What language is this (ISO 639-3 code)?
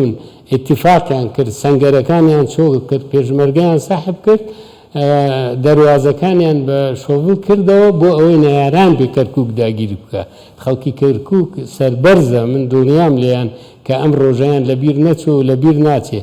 ckb